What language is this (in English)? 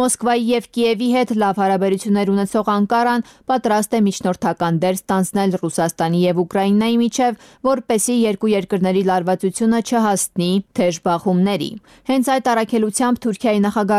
Armenian